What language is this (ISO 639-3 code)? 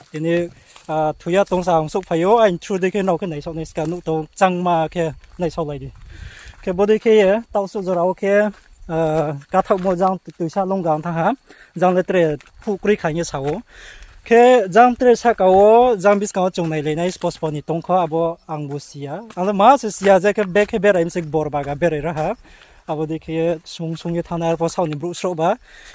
ria